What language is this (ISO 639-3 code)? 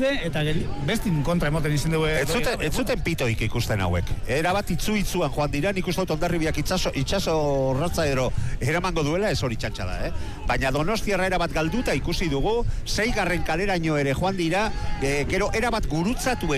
eus